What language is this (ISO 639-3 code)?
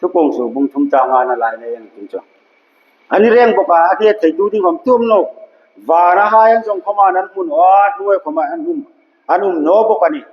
hmr